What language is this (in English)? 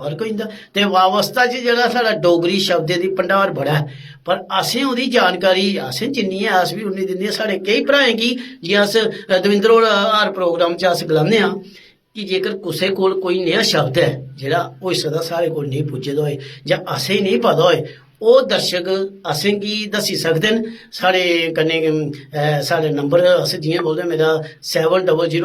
Dogri